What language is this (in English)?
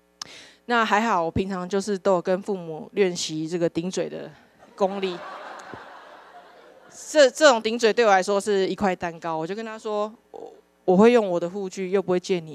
Chinese